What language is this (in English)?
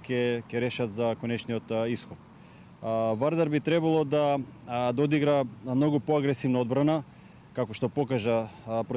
Macedonian